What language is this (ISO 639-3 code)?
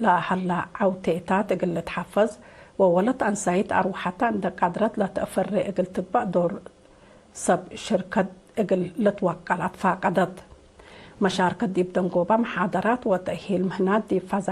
tig